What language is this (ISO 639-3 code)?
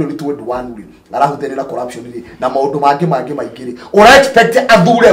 kik